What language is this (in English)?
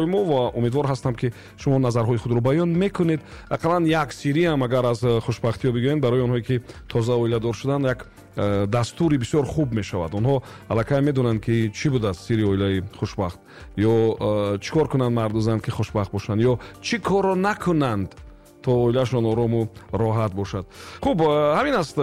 Tajik